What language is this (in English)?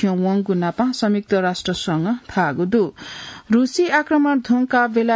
Newari